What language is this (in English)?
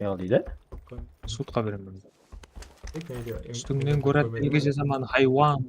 Kara-Kalpak